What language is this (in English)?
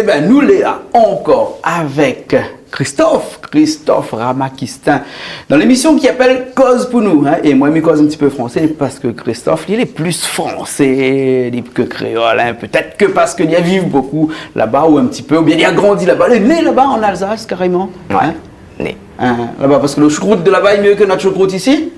Réunion Creole French